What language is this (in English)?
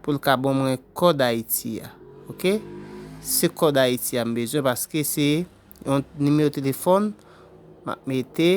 Haitian Creole